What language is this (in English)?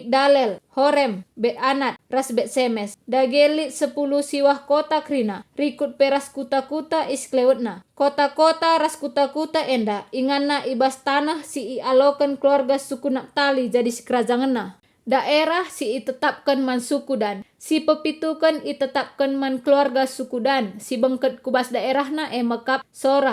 Batak Karo